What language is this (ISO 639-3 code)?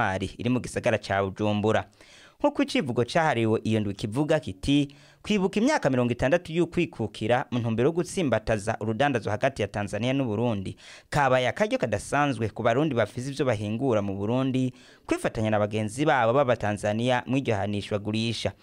run